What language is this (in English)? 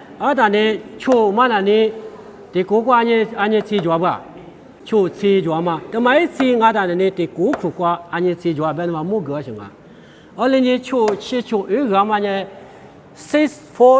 Lisu